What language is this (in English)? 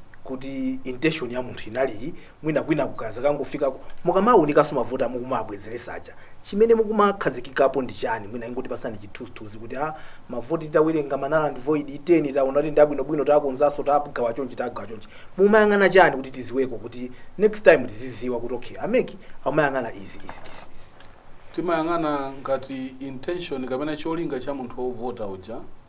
Nyanja